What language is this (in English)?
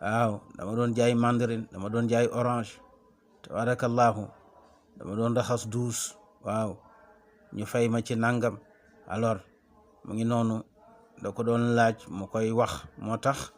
Wolof